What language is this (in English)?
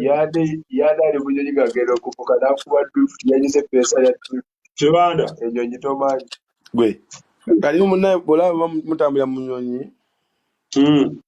Ganda